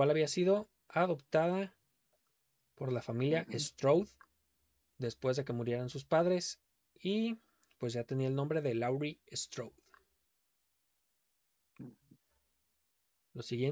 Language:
Spanish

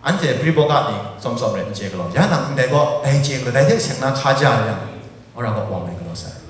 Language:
Kachin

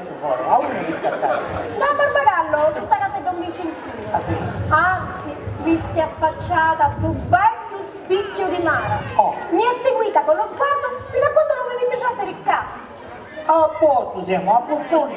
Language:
Sicilian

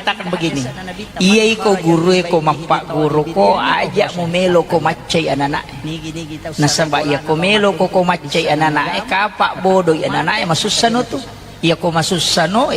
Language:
Buginese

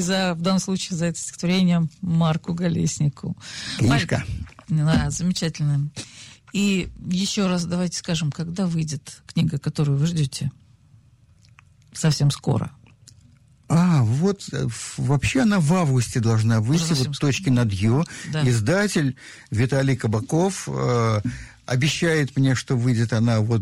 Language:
Russian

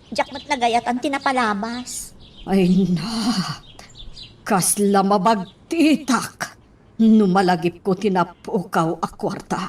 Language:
Iloko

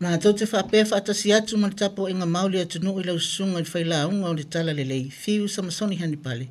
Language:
Samoan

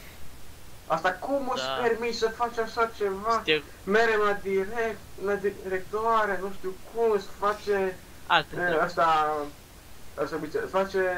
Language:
Romanian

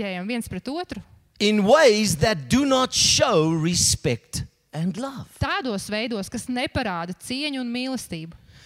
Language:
Latvian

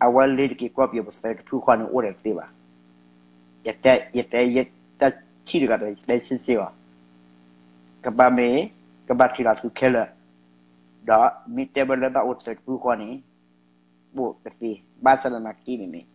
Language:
S'gaw Karen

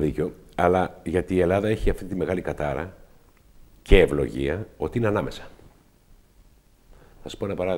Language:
Greek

